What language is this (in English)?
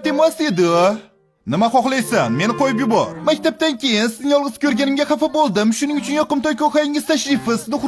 Uzbek